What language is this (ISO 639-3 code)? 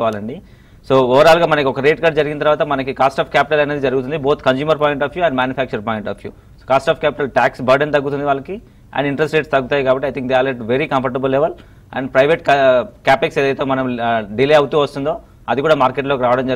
tel